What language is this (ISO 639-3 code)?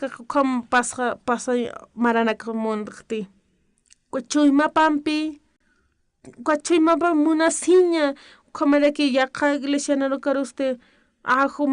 aym